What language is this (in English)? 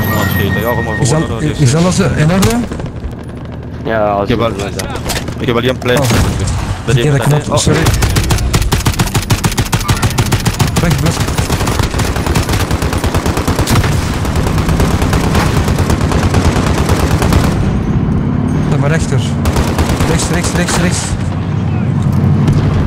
Dutch